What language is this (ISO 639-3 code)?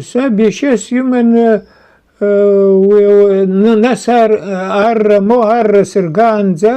abk